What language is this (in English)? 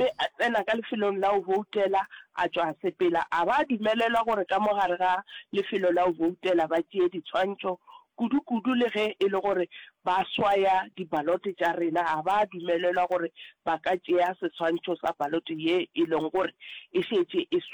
Northern Sotho